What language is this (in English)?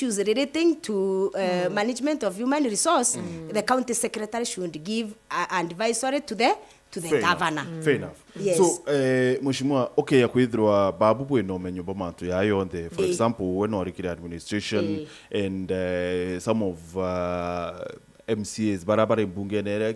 Meru